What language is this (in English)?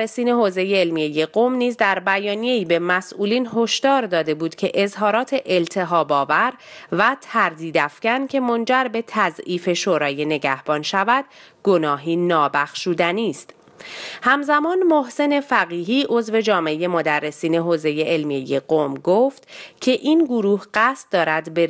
Persian